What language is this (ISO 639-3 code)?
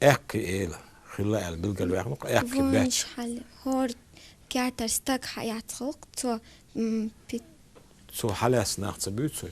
che